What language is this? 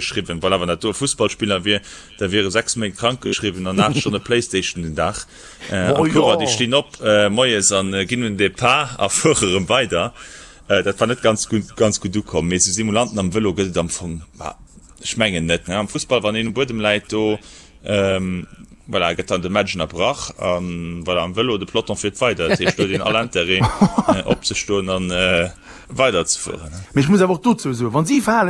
Luxembourgish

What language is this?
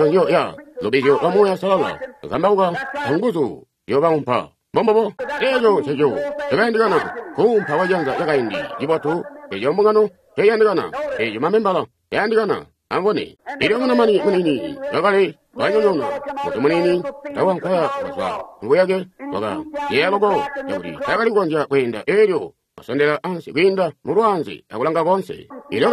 Tonga (Zambia)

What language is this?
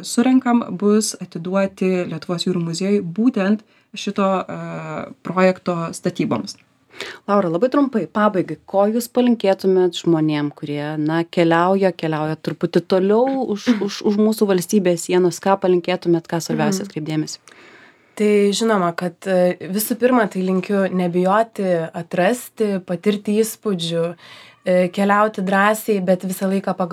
Lithuanian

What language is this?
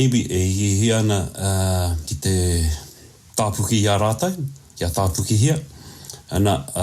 Māori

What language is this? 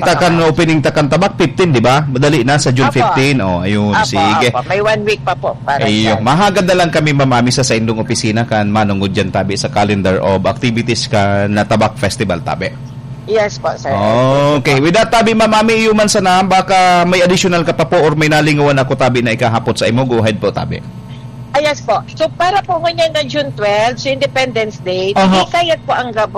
Bikol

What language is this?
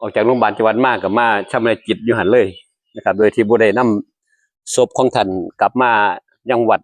Northeastern Thai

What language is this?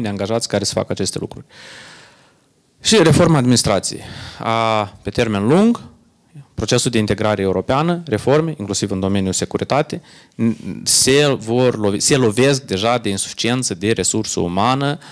Romanian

